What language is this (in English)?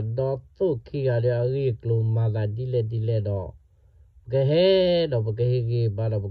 S'gaw Karen